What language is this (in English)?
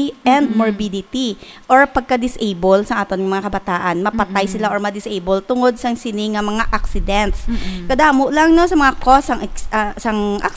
Hiligaynon